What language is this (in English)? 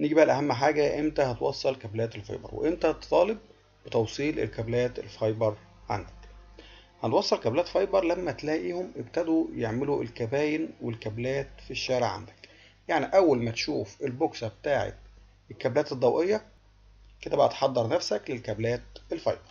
Egyptian Arabic